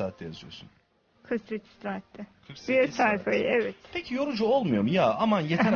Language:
Turkish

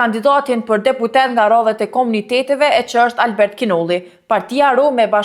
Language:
Albanian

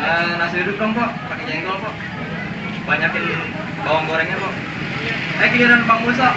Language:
Betawi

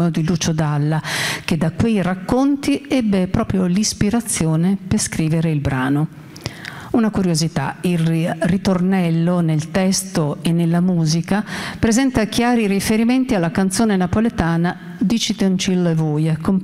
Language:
Italian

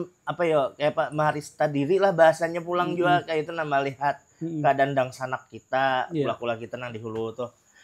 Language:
Banjar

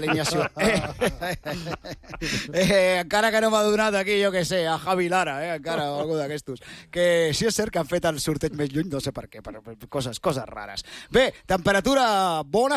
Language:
Catalan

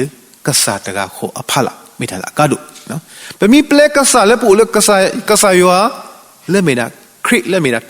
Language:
S'gaw Karen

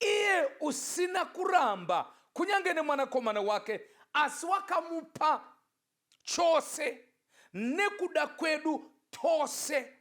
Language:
Shona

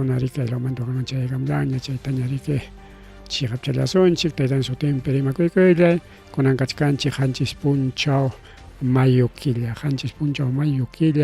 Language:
Ayacucho Quechua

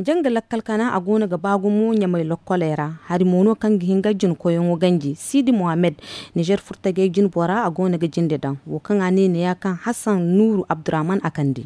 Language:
Zarma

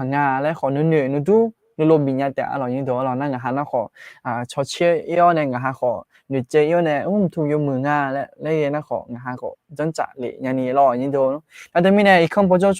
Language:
Akha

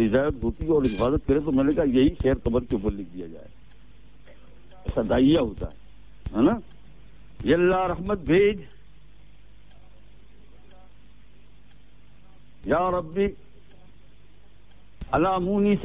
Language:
Urdu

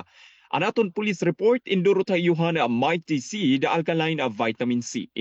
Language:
Waray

